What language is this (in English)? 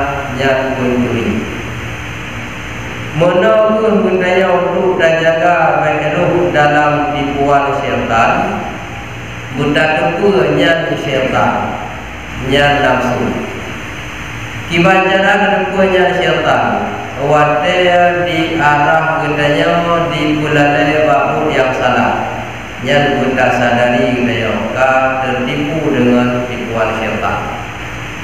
Malay